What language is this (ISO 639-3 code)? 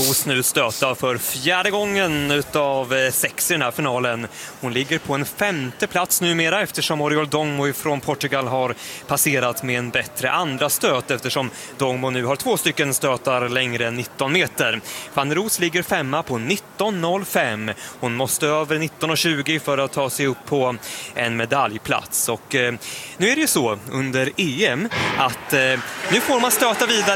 swe